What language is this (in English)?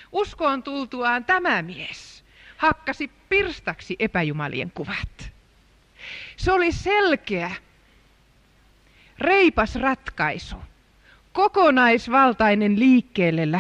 Finnish